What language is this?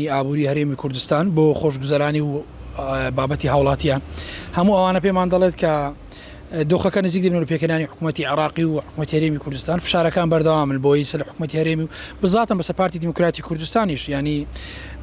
Central Kurdish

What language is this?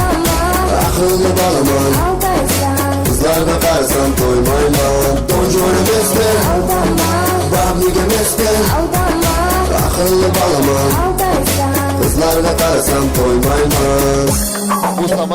Kara-Kalpak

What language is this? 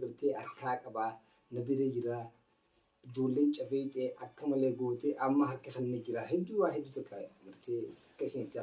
Oromo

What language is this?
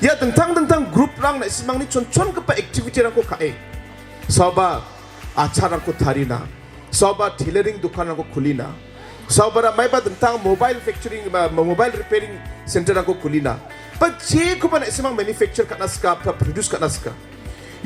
Garo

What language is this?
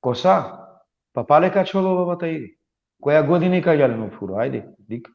Balkan Romani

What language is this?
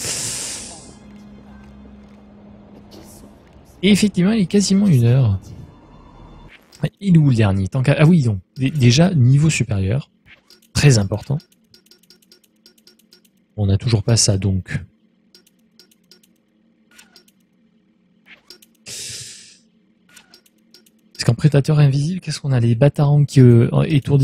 French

